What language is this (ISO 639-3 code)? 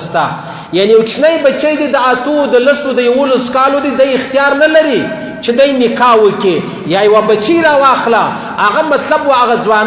pus